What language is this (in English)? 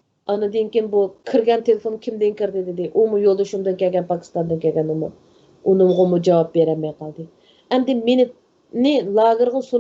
Uyghur